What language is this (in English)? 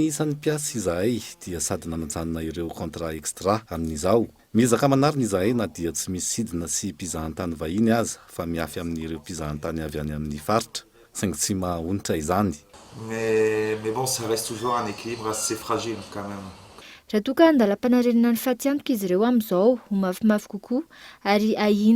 Malagasy